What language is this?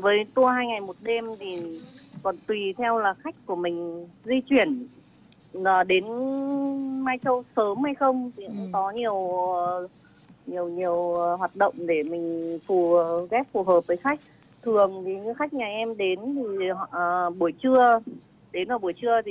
Vietnamese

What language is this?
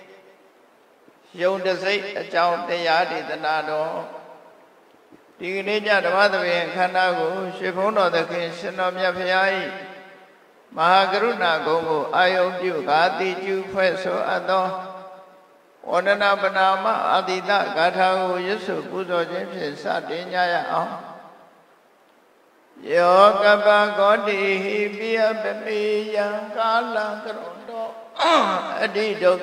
Burmese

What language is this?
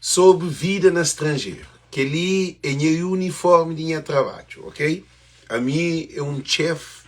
Kabuverdianu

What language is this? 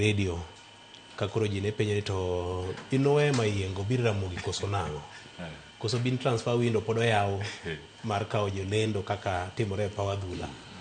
Luo (Kenya and Tanzania)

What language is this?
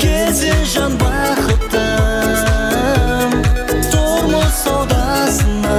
Kara-Kalpak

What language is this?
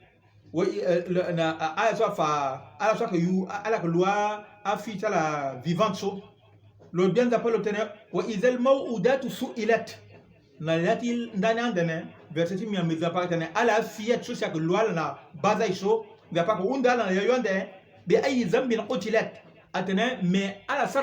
Sango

